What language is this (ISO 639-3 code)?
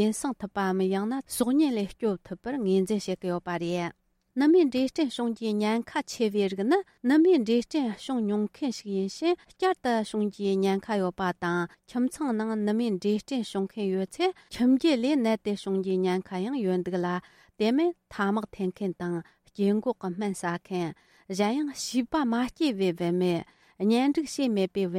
bod